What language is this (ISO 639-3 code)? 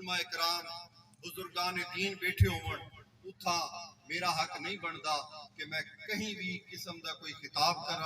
skr